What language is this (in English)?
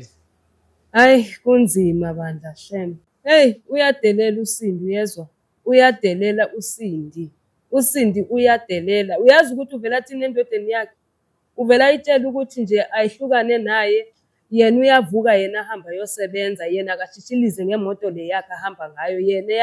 Zulu